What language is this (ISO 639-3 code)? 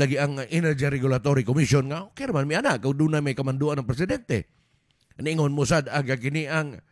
ceb